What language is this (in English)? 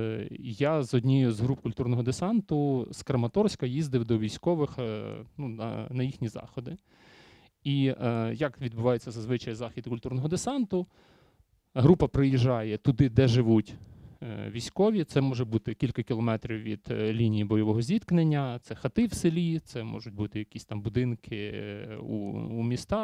Ukrainian